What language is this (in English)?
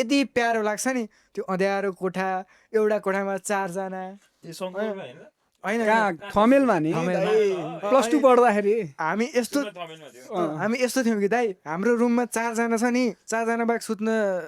Nepali